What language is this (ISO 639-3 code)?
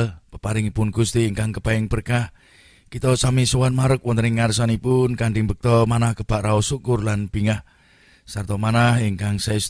jav